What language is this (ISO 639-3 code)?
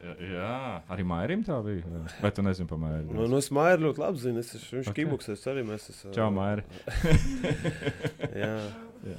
lav